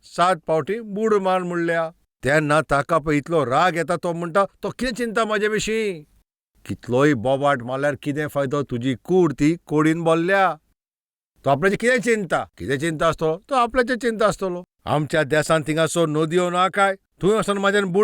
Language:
Konkani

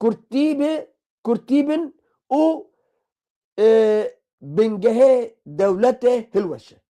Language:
Kurdish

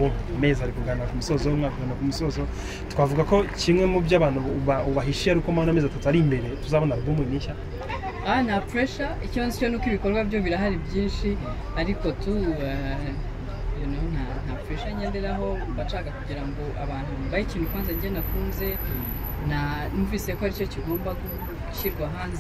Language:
Kinyarwanda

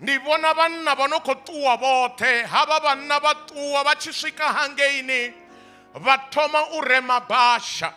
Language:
Venda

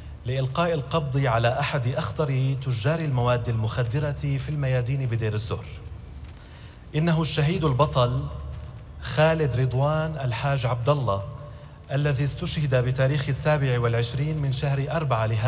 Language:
Arabic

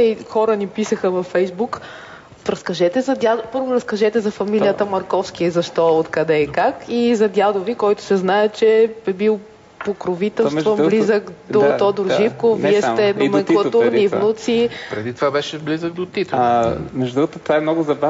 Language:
Bulgarian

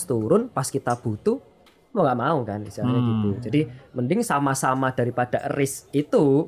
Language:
Indonesian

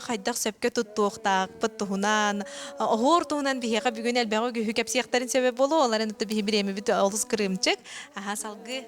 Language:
Yakut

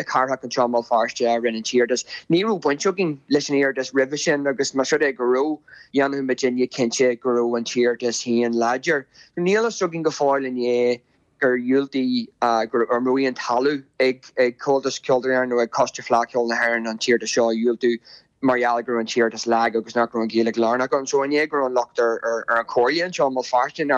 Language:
Irish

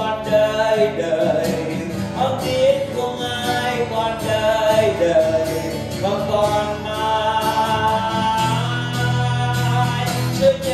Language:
Vietnamese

